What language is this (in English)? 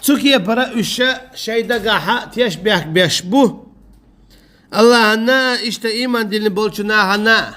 Chechen